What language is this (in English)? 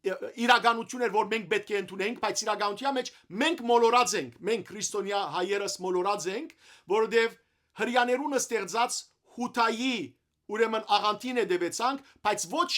Western Armenian